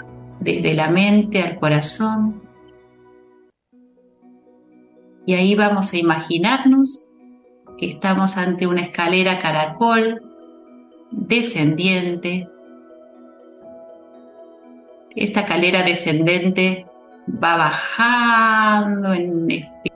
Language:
Spanish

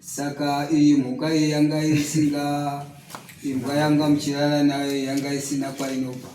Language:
Shona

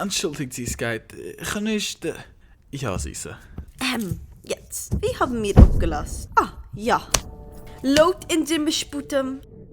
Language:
Yiddish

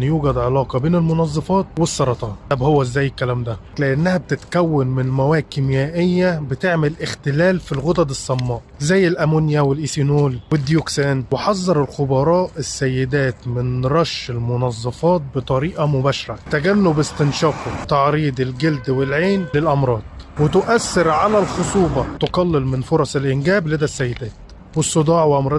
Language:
Egyptian Arabic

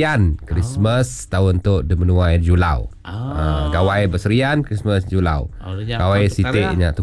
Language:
Iban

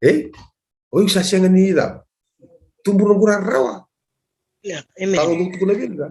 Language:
Fijian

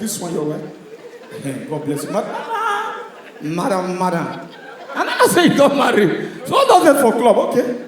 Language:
Nigerian Pidgin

